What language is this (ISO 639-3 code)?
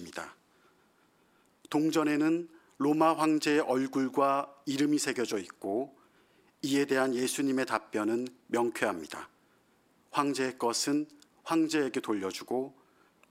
kor